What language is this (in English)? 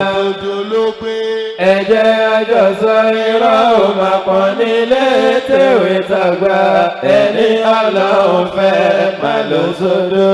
Yoruba